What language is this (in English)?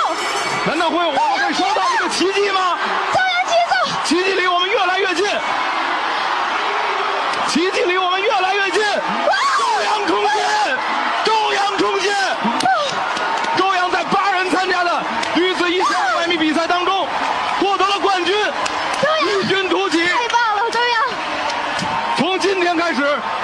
Chinese